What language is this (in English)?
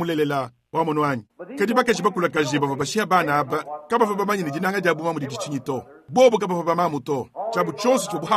Luba-Lulua